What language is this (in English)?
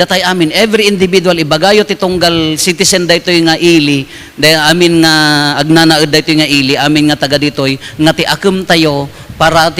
Iloko